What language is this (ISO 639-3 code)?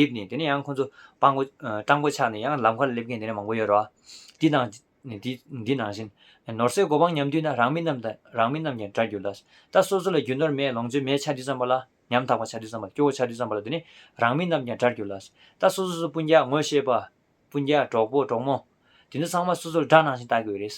bod